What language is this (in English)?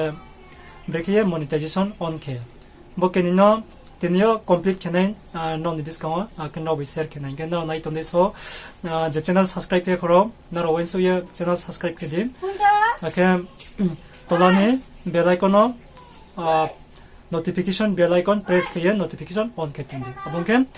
Riang (India)